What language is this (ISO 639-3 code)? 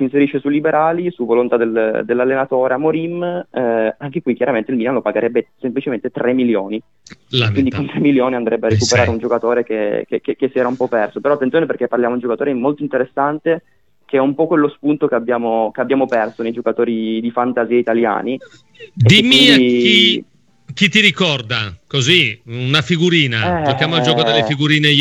ita